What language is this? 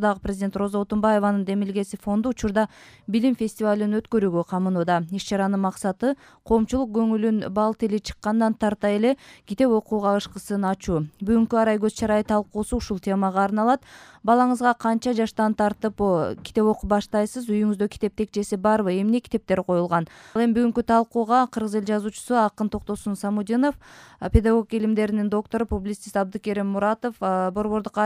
Kyrgyz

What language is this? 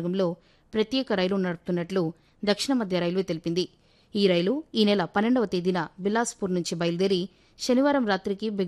Telugu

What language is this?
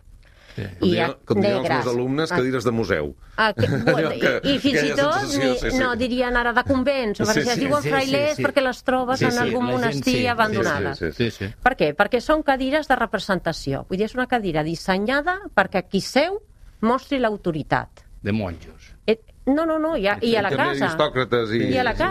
Catalan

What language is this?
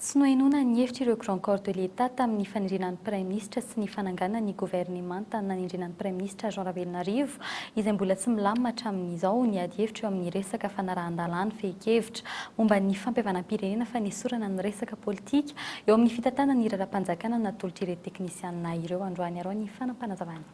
Malagasy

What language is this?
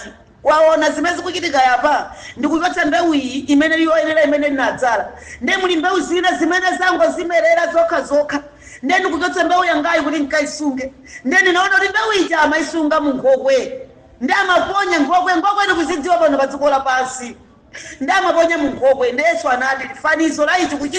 Nyanja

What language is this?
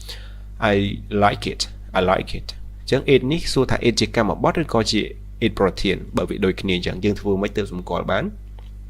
Khmer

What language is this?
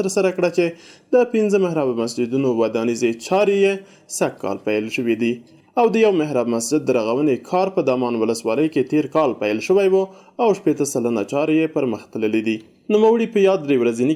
Pashto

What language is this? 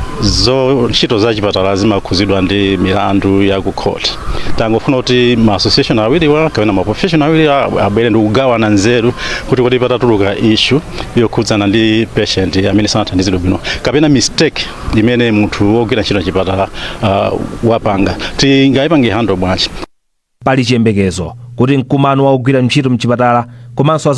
Nyanja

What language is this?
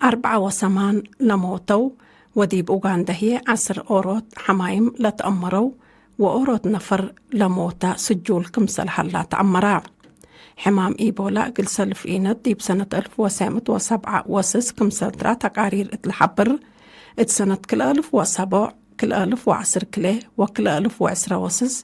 Tigre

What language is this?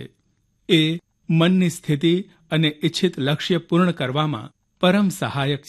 Gujarati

